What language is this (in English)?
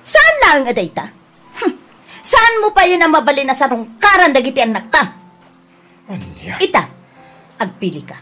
Iloko